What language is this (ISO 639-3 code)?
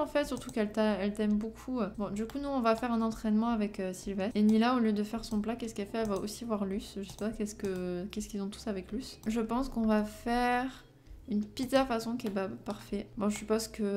fra